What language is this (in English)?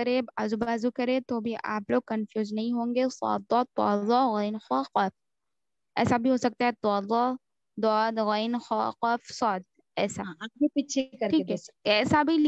Urdu